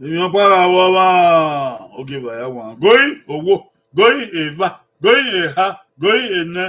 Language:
Bini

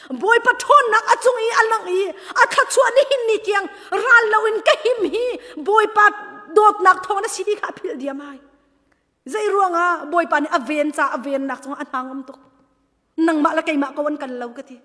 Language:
Hakha Chin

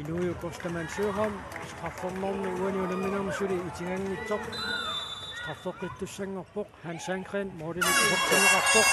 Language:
Kalaallisut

